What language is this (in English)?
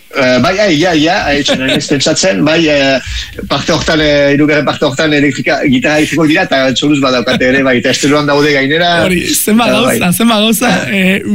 Basque